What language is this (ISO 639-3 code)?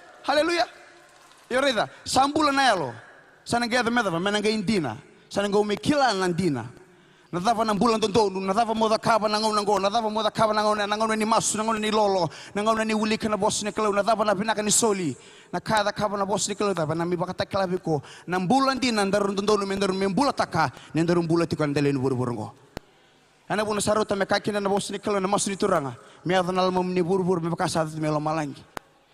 fij